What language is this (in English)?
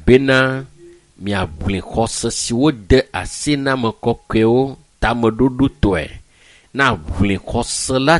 Ewe